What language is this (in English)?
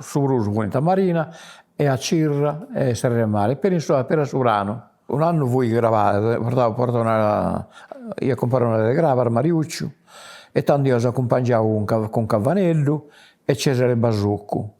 Sardinian